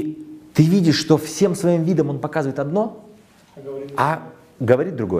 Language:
Russian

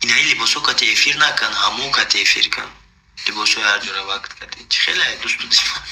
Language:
Tajik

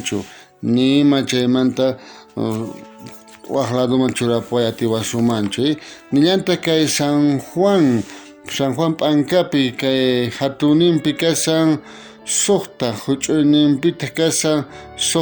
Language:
South Bolivian Quechua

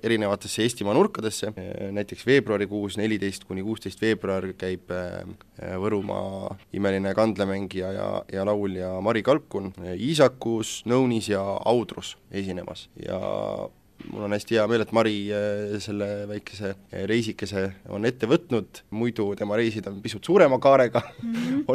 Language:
Estonian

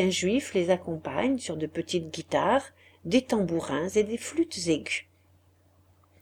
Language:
French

